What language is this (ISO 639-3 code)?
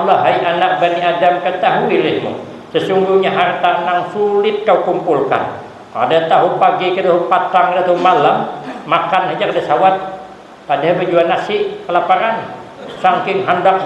bjn